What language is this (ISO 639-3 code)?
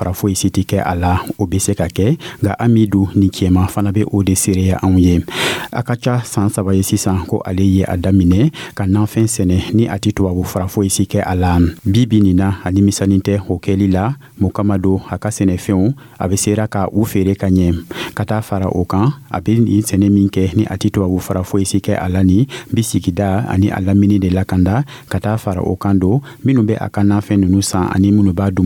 dyu